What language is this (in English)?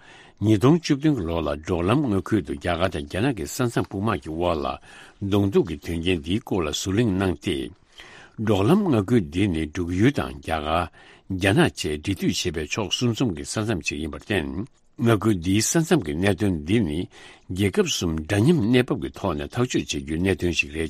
Tibetan